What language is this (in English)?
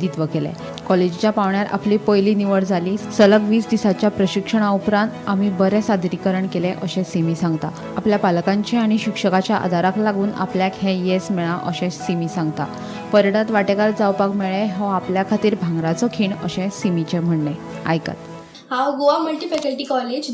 Konkani